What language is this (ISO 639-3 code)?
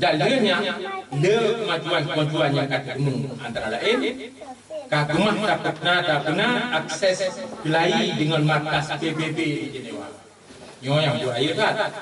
ace